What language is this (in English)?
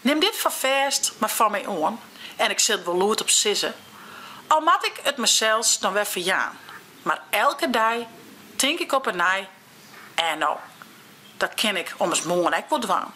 Western Frisian